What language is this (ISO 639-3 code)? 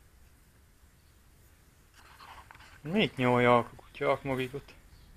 hun